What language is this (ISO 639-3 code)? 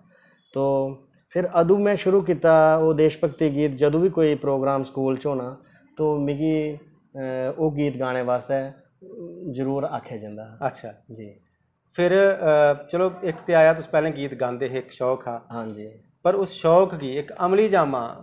doi